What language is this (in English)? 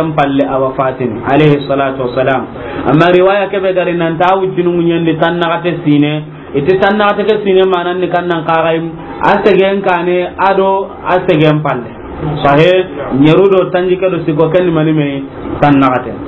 Soninke